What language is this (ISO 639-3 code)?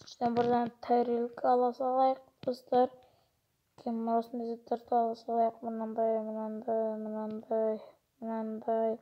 kaz